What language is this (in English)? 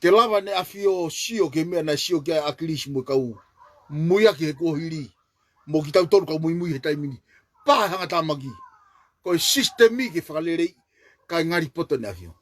Tongan